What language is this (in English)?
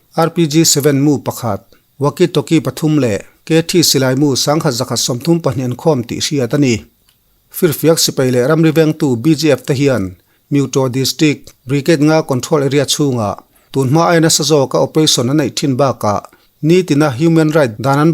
Mizo